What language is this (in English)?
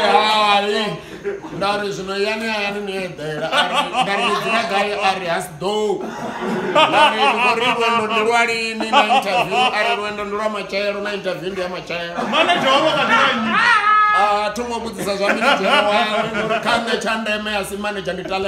Venda